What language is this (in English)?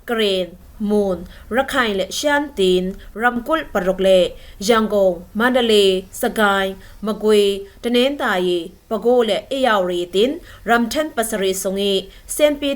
Falam Chin